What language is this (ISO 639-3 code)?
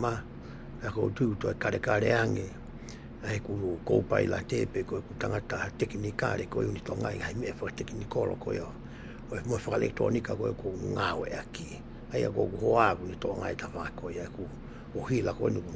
ton